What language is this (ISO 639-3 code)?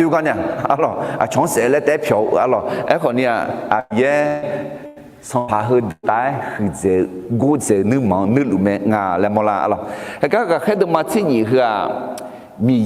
ahk